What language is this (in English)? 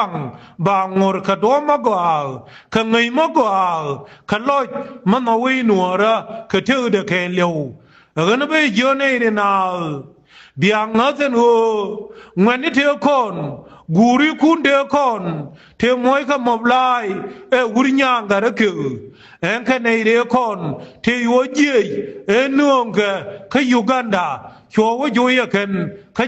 Nuer